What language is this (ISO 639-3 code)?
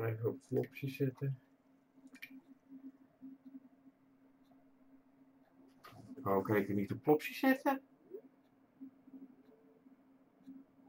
nld